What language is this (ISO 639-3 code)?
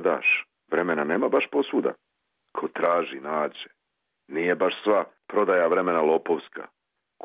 srp